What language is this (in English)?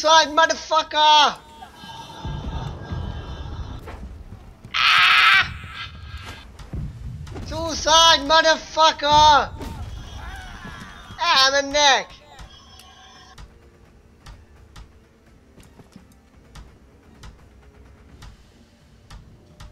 Hungarian